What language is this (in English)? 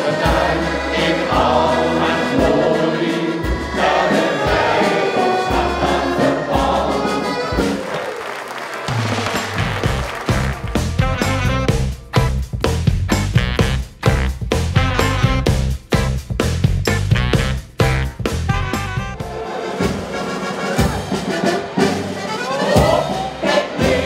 Dutch